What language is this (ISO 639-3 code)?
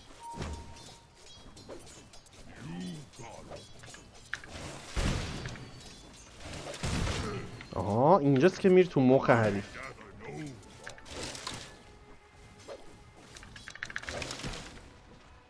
fas